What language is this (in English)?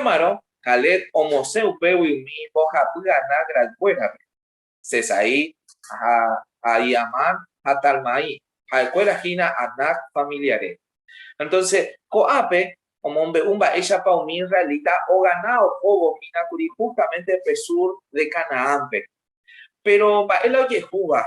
Guarani